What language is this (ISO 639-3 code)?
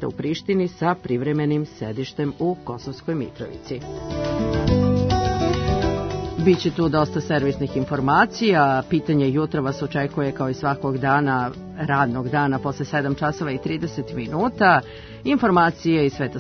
srp